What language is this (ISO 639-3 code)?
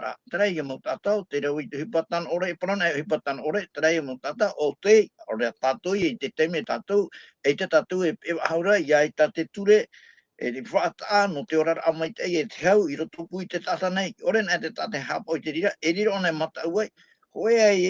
tah